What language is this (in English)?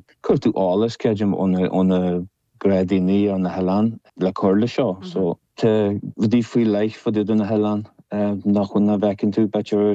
Irish